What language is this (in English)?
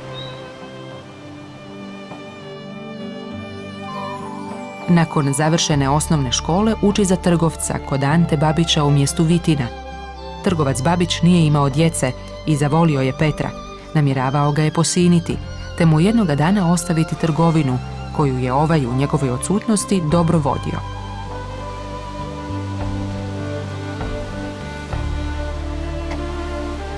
Croatian